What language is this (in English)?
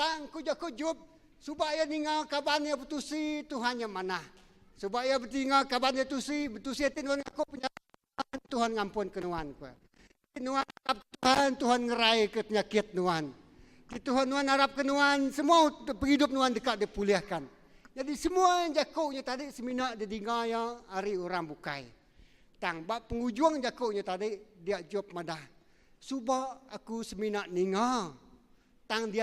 Iban